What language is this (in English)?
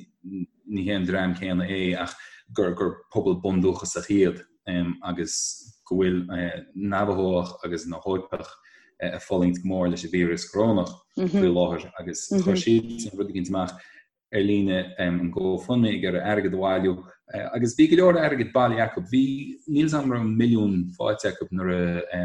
Irish